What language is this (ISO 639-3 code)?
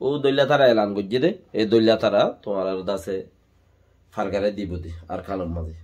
rhg